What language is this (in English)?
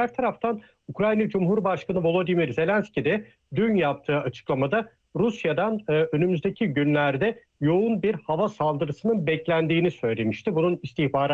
Turkish